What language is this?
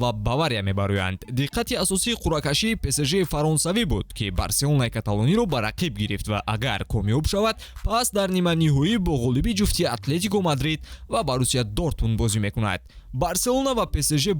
Tajik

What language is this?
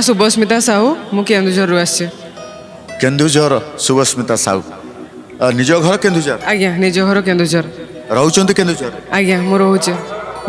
Odia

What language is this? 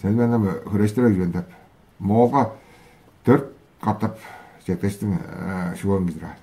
Tuvinian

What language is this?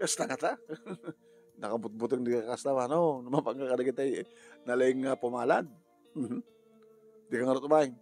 Iloko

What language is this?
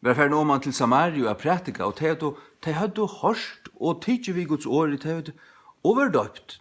Faroese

